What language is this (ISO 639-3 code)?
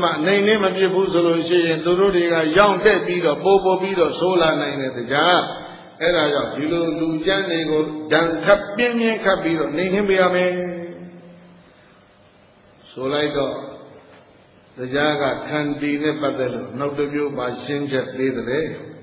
mya